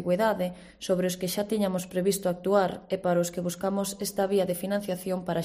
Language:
Galician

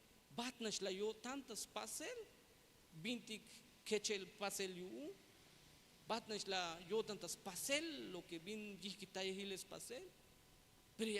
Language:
Tzeltal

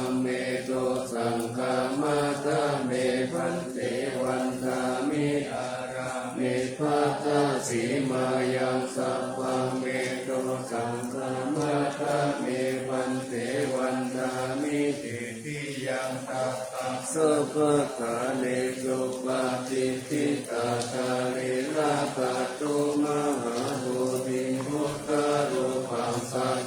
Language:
Pali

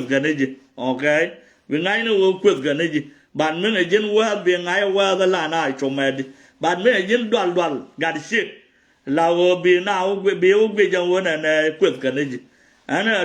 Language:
Nuer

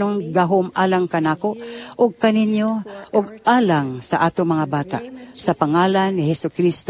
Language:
Cebuano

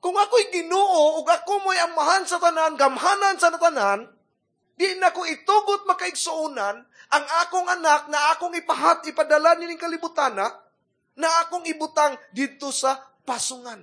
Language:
Cebuano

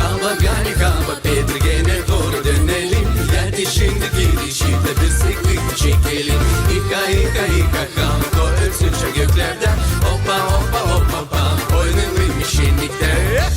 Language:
Gagauz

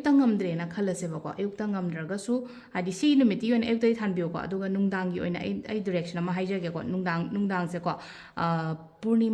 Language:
Manipuri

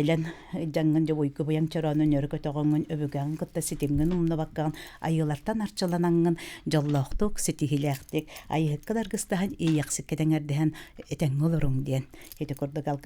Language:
Yakut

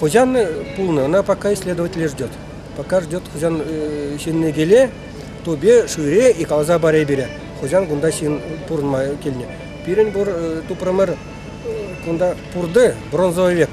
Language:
Chuvash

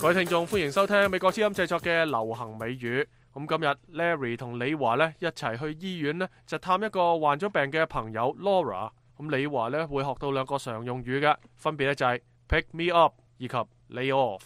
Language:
Cantonese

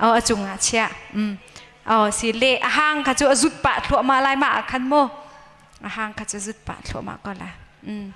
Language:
Hakha Chin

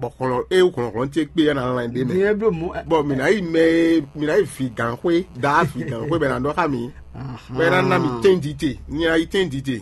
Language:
Fon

